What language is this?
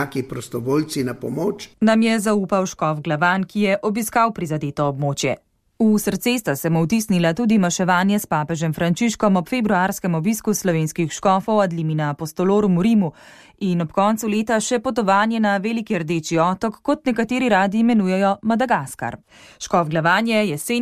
Slovenian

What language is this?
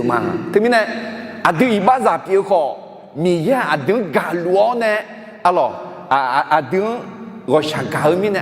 Akha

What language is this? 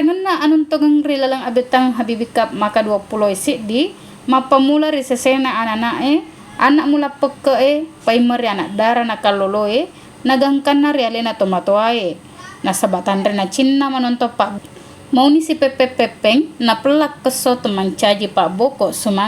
Buginese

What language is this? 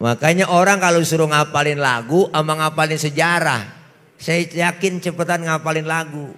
Betawi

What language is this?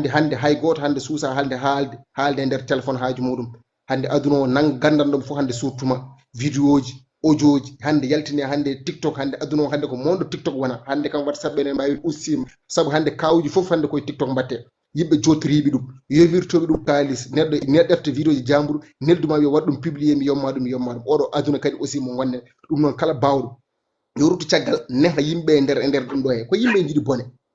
Fula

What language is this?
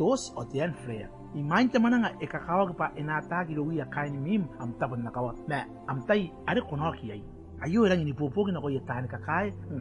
Gilbertese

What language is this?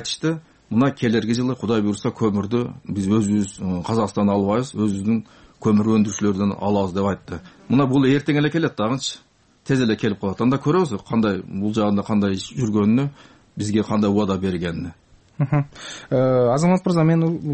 Kyrgyz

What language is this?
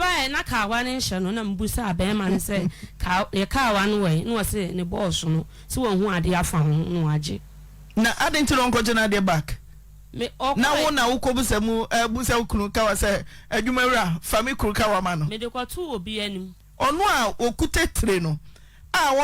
Akan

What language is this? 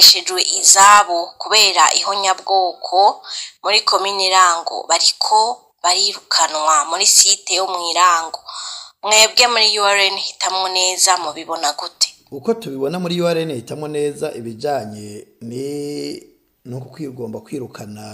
Rundi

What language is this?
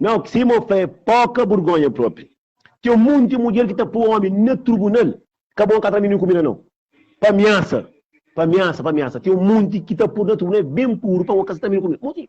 Kabuverdianu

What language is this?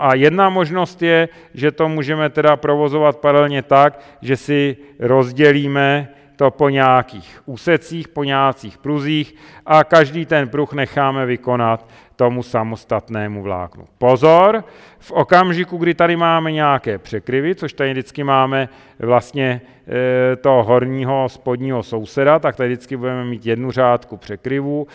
Czech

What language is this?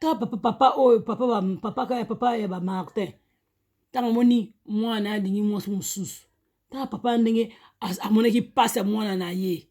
Lingala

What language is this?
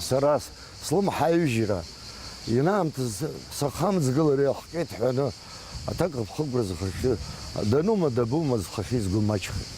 Abkhazian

